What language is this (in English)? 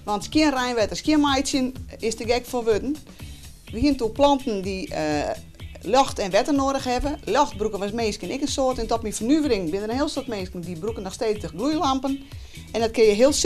Western Frisian